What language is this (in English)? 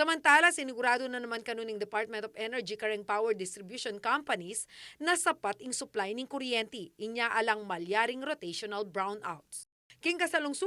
Pampanga